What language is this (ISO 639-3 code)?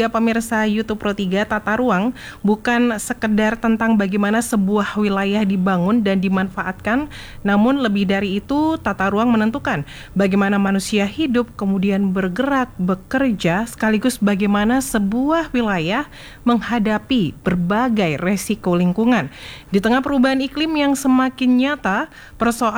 ind